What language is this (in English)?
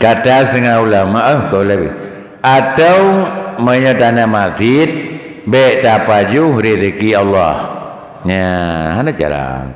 Achinese